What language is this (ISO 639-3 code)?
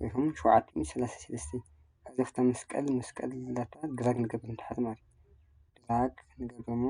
tir